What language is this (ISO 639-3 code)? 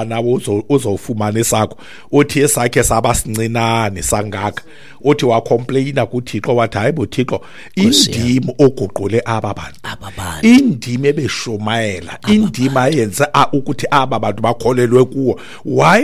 xho